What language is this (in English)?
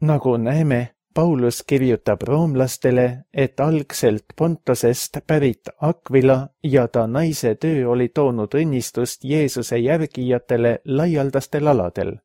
Estonian